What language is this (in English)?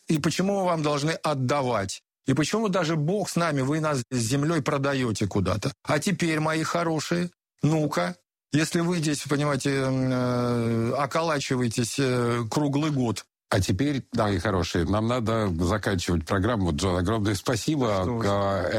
Russian